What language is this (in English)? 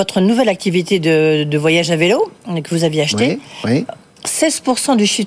French